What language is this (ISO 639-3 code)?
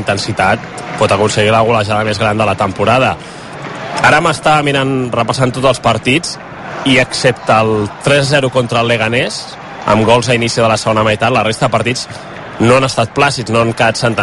cat